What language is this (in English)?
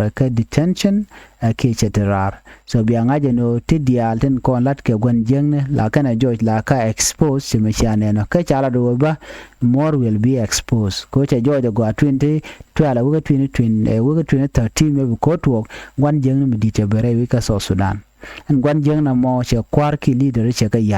Nuer